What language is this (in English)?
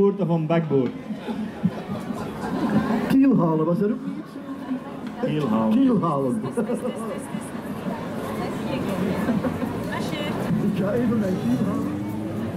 Dutch